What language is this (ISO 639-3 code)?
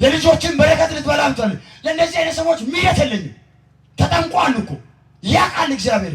amh